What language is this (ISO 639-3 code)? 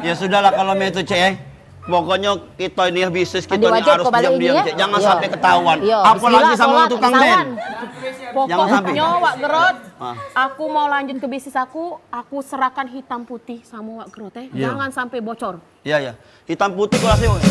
mui